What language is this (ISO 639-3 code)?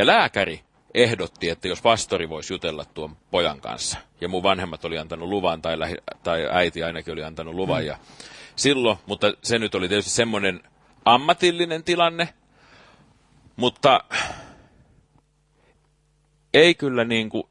fin